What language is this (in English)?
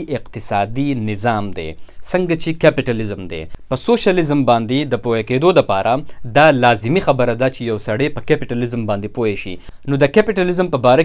Pashto